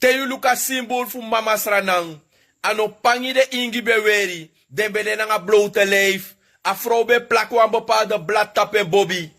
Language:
Sranan Tongo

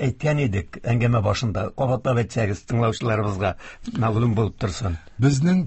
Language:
Tatar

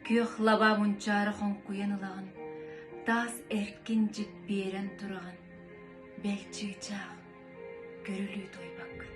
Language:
Yakut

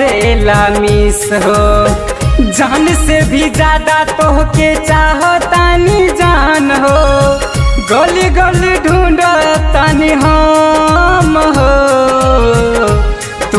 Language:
Bhojpuri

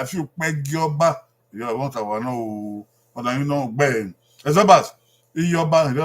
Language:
Bini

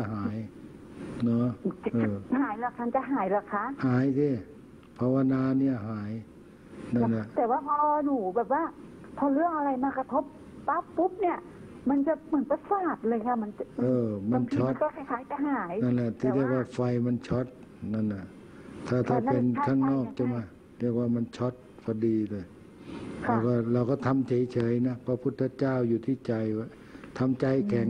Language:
Thai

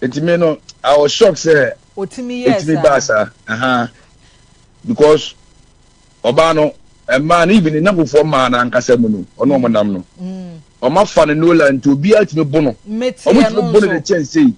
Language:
Akan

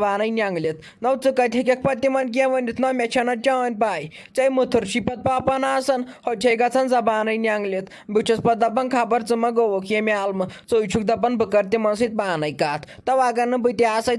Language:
Kashmiri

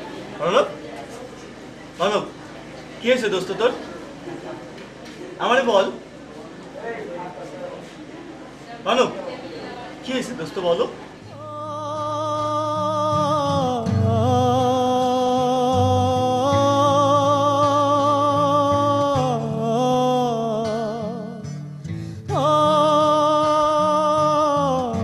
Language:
Bangla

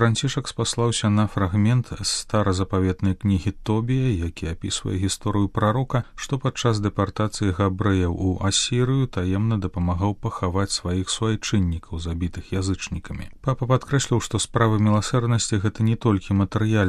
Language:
Belarusian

